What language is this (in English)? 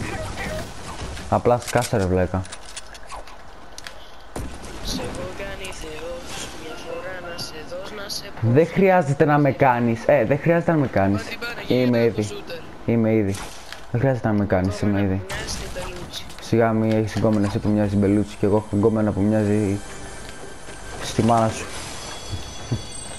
Greek